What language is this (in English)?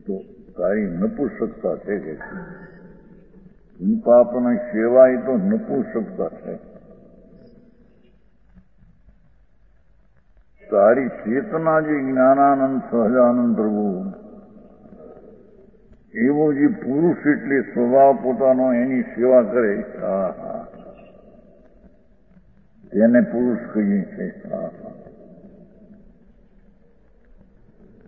Gujarati